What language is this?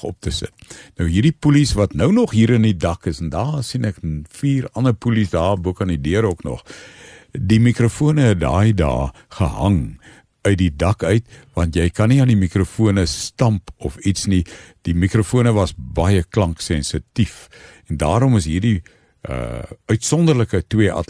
Afrikaans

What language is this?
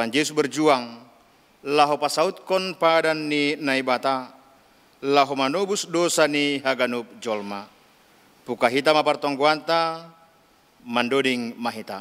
Batak Simalungun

